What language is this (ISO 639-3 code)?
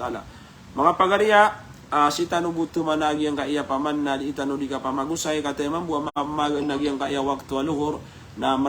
mrw